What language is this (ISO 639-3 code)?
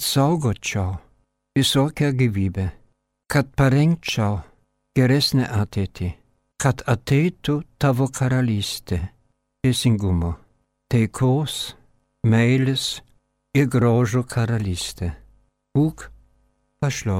lit